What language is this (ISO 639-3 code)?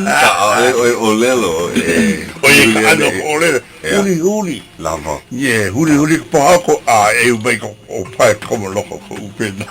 haw